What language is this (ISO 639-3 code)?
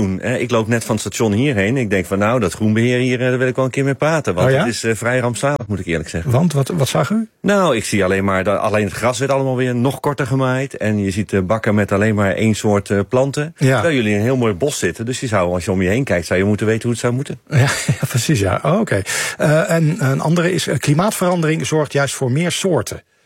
nld